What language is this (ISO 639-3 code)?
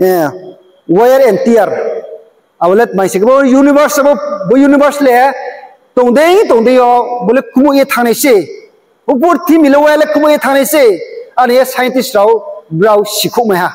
ria